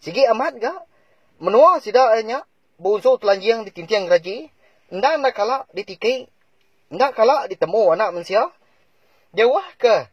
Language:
Iban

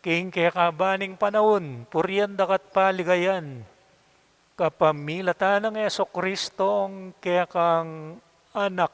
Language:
Pampanga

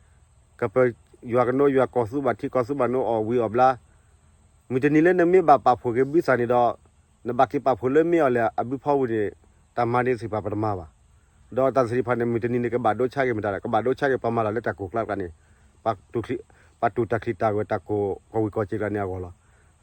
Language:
S'gaw Karen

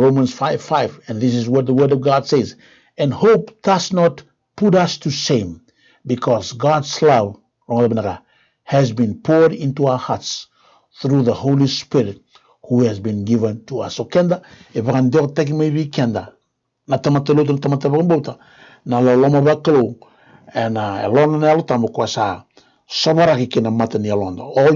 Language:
Fijian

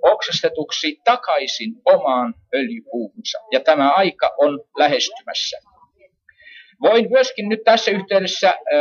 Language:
Finnish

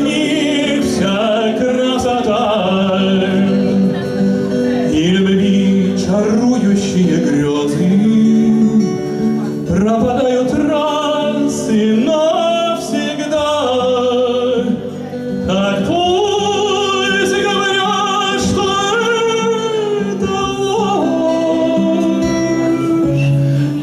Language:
Russian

